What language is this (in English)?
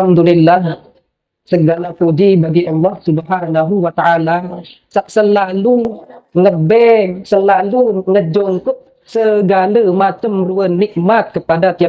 Sasak